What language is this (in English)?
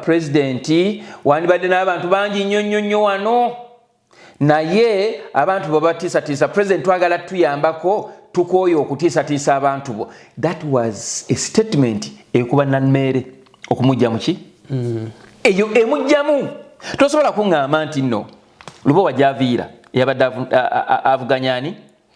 Ganda